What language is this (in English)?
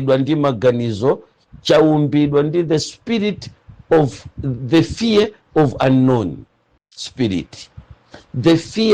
Nyanja